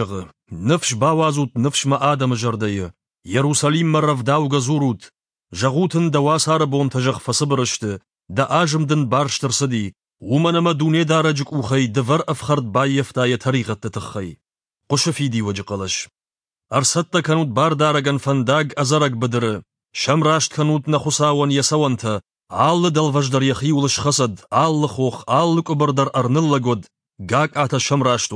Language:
Ossetic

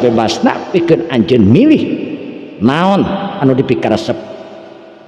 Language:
Sundanese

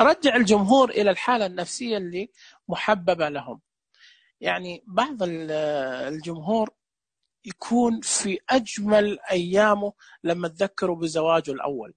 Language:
Najdi Arabic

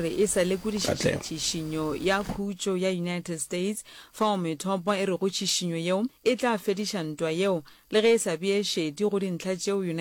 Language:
Northern Sotho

